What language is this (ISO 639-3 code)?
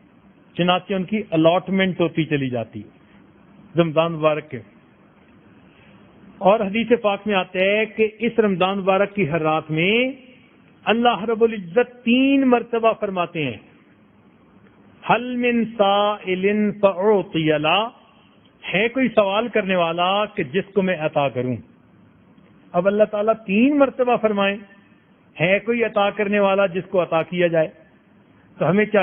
urd